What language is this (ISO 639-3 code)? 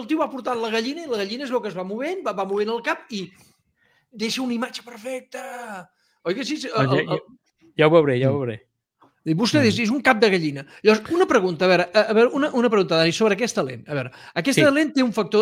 cat